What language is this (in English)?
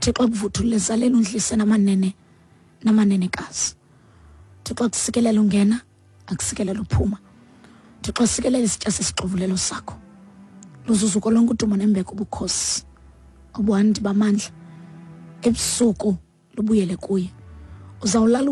Xhosa